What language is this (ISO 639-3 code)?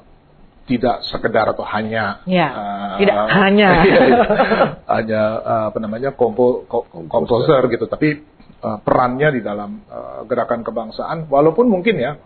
ind